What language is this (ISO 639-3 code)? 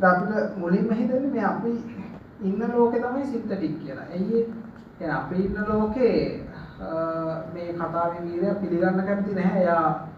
sin